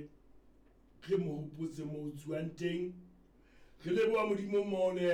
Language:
Southern Sotho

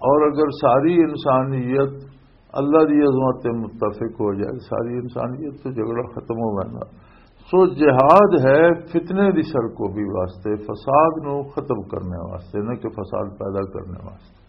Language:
Western Panjabi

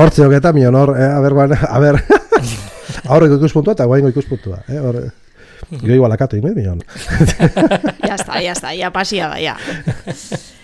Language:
Basque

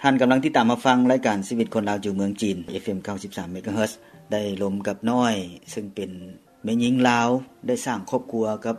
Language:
Lao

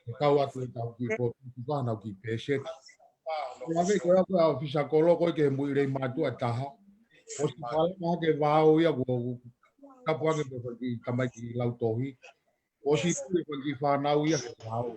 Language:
Tongan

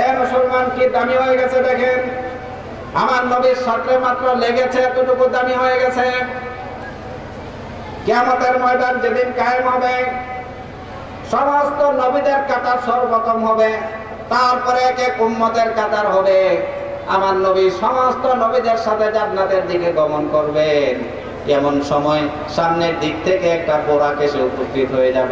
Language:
Bangla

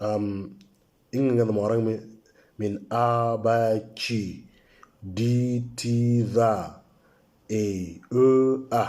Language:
Moro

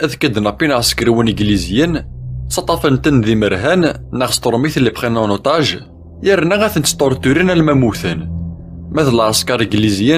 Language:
Kabyle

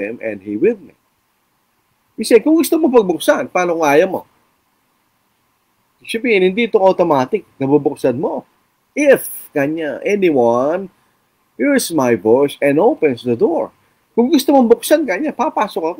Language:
Filipino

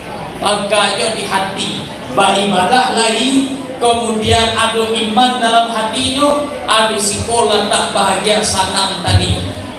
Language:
Minangkabau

